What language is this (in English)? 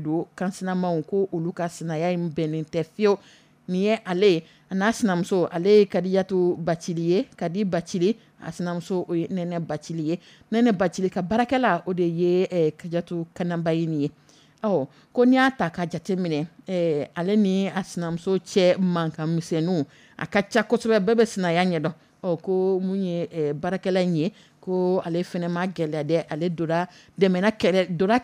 Dyula